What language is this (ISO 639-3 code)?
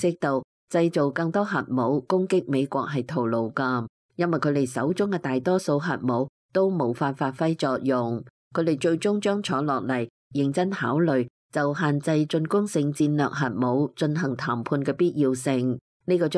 yue